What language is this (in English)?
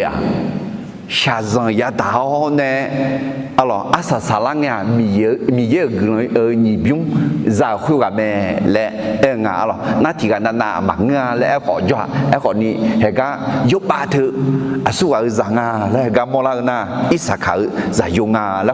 Akha